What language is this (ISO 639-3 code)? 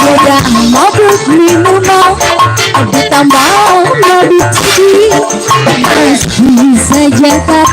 bew